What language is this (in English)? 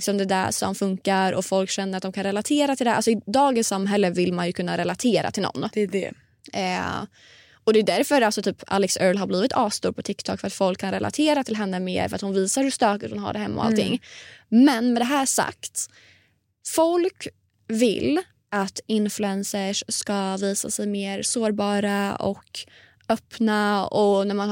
Swedish